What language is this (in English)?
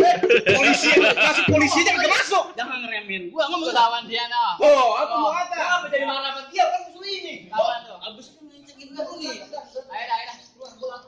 Betawi